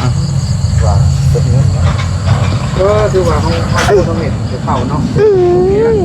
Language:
Northeastern Thai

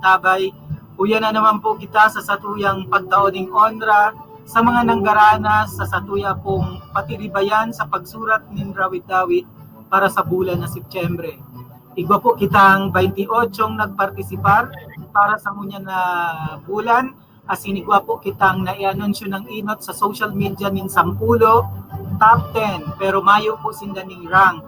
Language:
Bikol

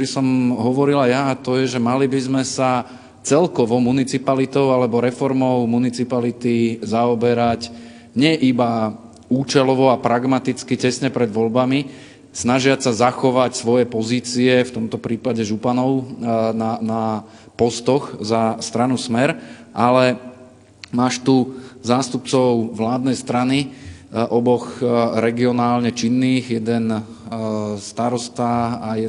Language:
Slovak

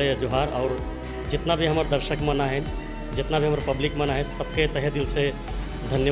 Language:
Sadri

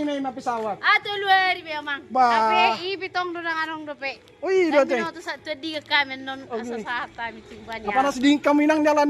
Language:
Batak Toba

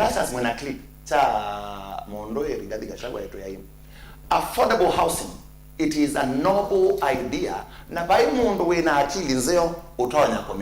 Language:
Kamba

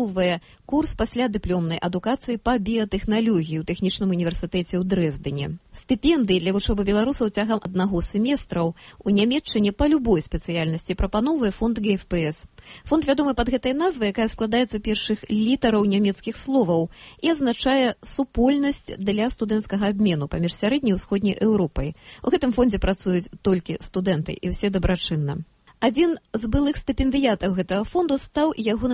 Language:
Belarusian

